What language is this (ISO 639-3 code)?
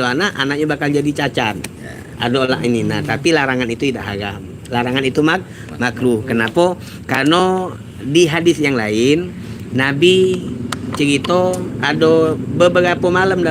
mui